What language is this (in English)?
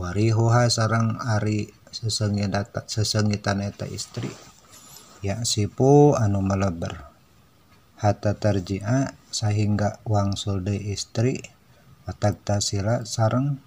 Sundanese